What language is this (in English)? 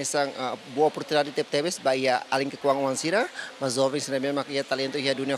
Tetum